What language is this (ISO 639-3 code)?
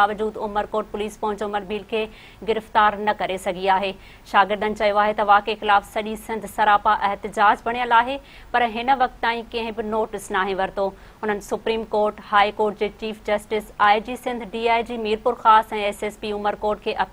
snd